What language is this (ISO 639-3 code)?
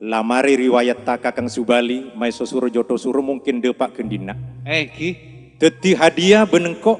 mad